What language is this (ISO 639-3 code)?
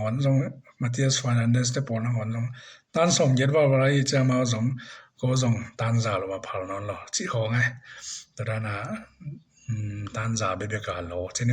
ctd